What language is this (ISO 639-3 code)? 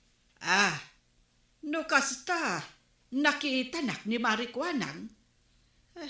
ilo